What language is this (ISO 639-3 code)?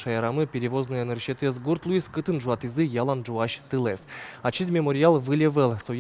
udm